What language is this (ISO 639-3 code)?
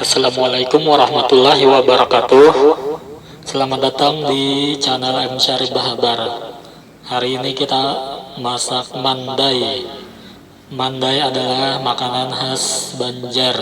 bjn